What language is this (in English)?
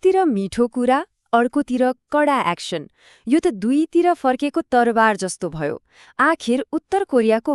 Nepali